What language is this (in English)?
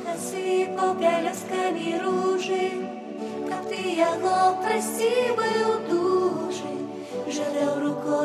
Belarusian